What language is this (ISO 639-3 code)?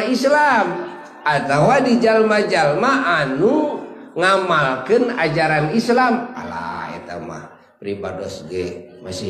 sun